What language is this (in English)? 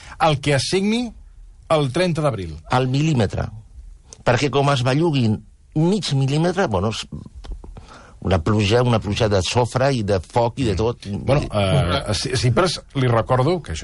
Catalan